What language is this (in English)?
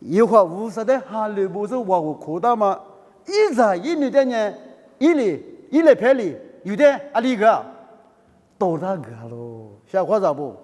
Lisu